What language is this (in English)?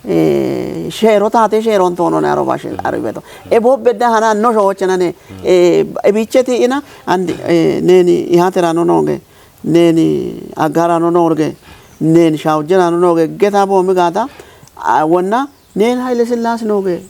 Kafa